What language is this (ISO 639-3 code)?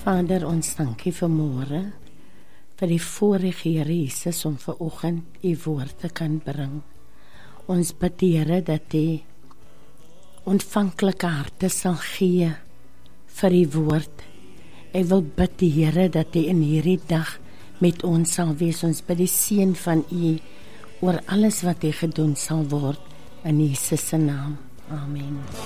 afr